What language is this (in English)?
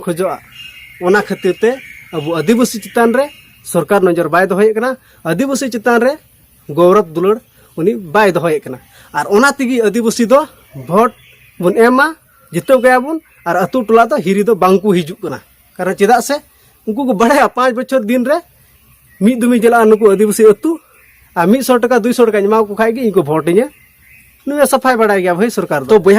Santali